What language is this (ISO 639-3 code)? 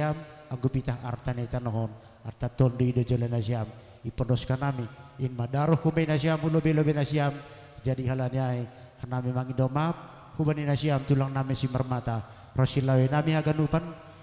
bts